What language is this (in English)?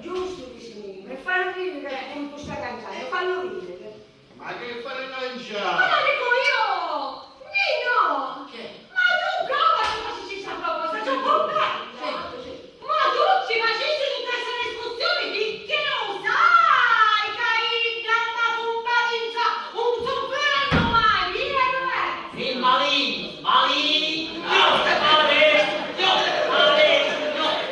Sicilian